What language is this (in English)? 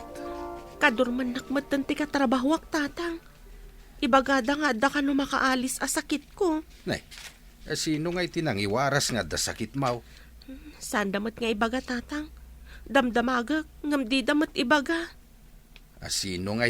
Iloko